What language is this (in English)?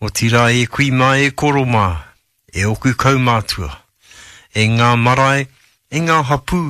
Māori